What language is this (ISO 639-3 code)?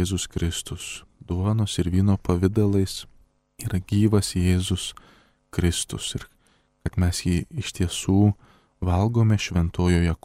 lit